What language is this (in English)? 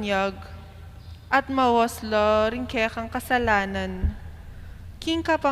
Pampanga